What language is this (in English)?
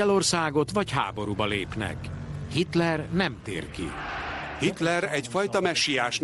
Hungarian